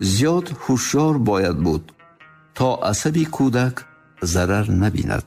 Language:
Tajik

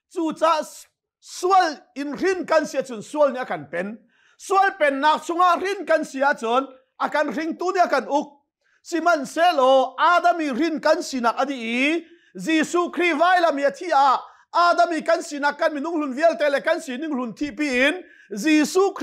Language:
Hakha Chin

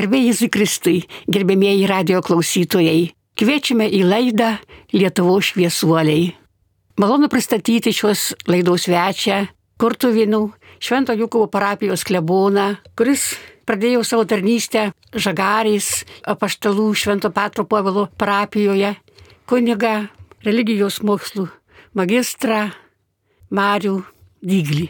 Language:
Lithuanian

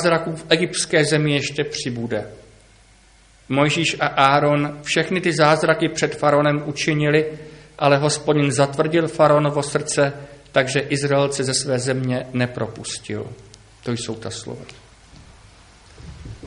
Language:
Czech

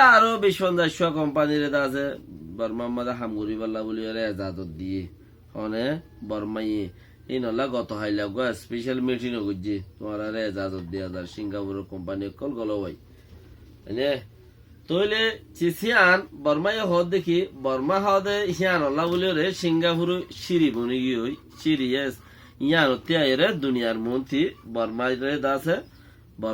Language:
Rohingya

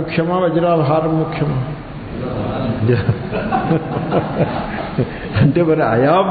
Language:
Telugu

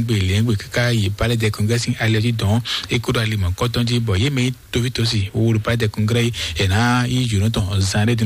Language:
Fon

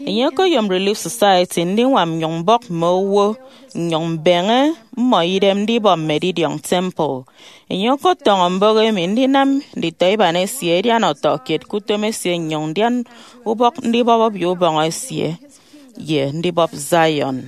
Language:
Efik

